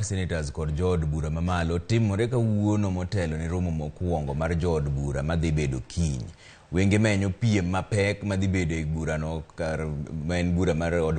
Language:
Luo (Kenya and Tanzania)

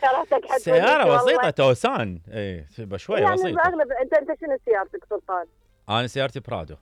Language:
Mesopotamian Arabic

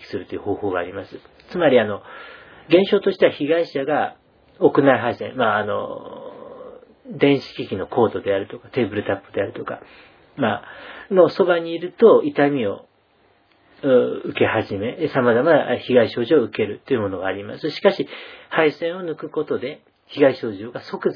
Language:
Japanese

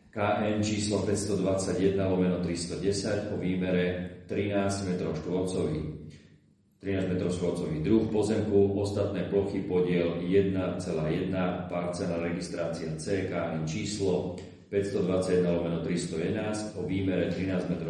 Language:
Slovak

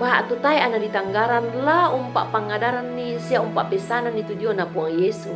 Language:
Toraja-Sa'dan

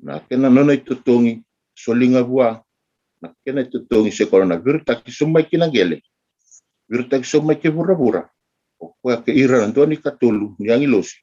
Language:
Fijian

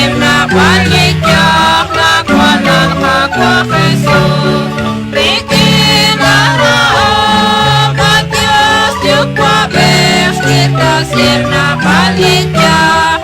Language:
Kekchí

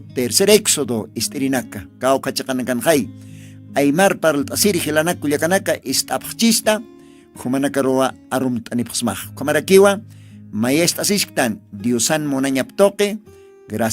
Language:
Aymara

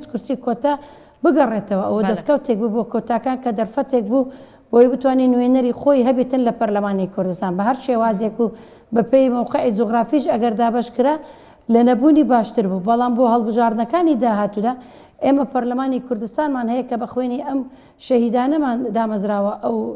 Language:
Central Kurdish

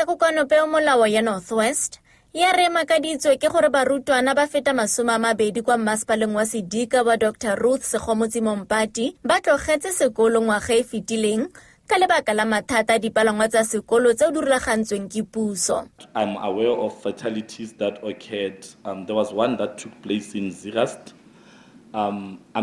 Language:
Tswana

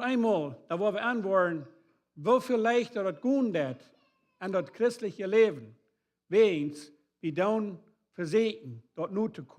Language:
Plautdietsch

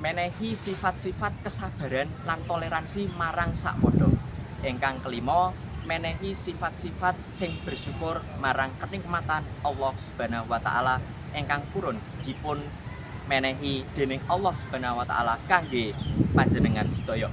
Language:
Javanese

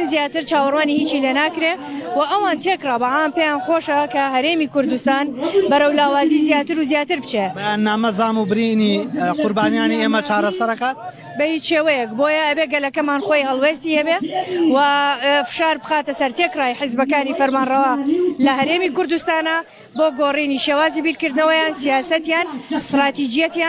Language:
Central Kurdish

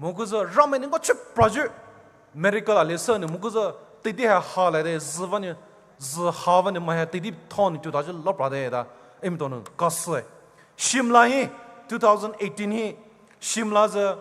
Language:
Poumei Naga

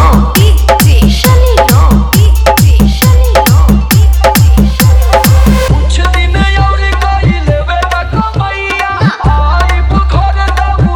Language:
Bhojpuri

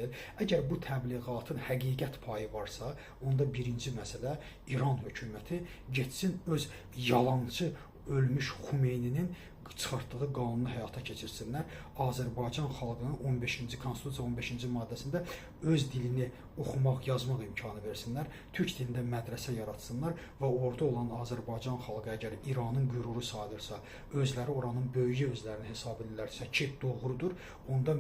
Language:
Azerbaijani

